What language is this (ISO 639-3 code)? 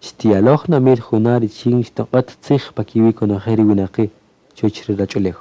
cak